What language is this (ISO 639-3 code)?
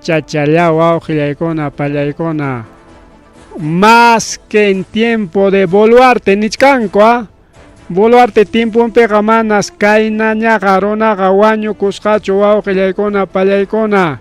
quy